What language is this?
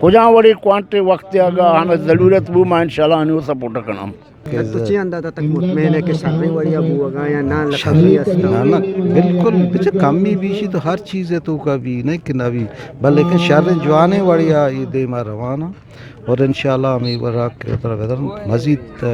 Eastern Balochi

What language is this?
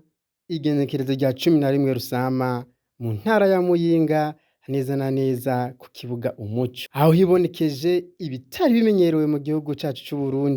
Rundi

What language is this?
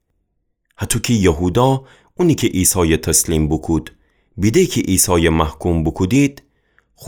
Gilaki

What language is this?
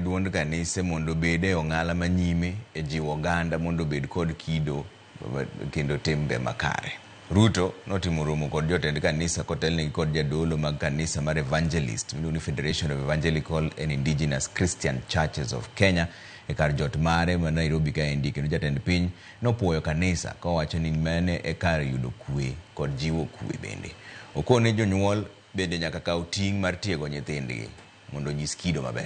Luo (Kenya and Tanzania)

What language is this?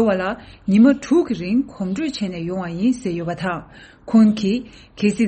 Tibetan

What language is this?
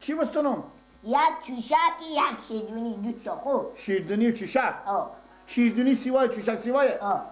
Persian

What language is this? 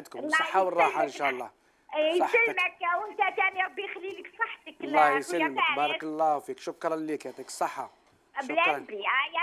Algerian Arabic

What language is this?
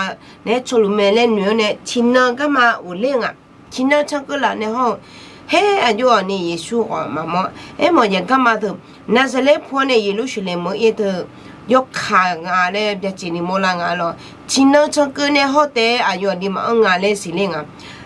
Akha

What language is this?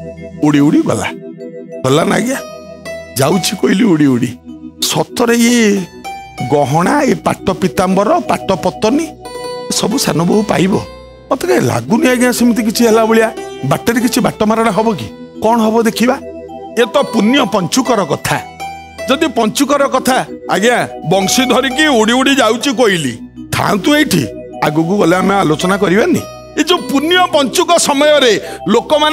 Odia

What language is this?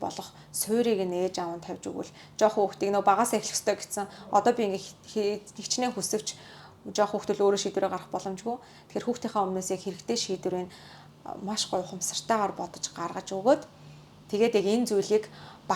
Mongolian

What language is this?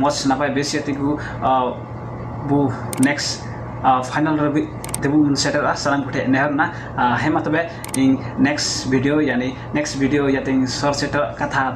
Santali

